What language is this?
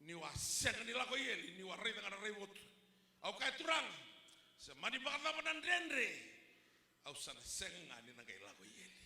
Fijian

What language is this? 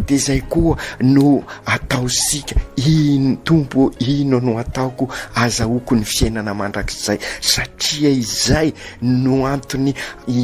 Malagasy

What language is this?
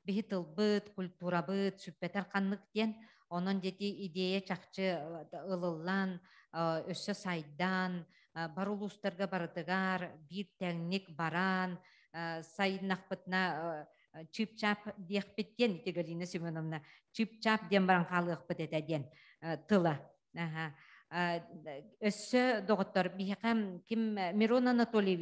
Yakut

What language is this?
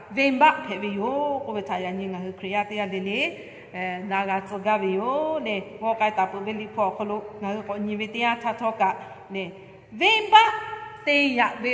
Lahu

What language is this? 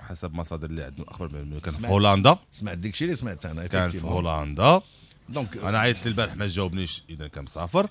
Moroccan Arabic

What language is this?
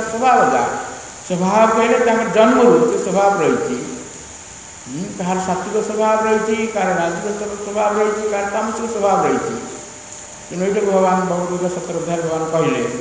Odia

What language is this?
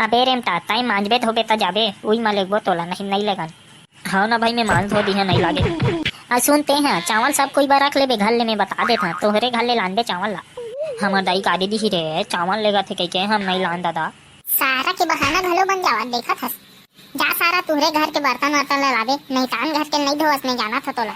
Chhattisgarhi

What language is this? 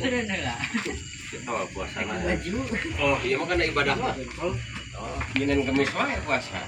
Sundanese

